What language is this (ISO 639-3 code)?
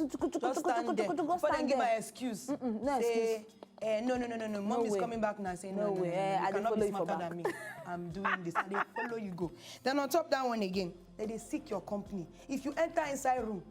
pcm